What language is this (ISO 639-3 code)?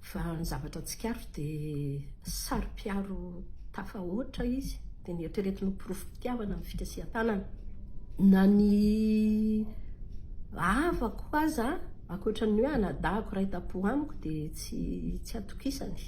mlg